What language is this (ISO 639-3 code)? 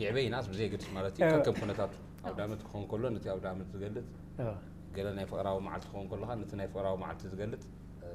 tir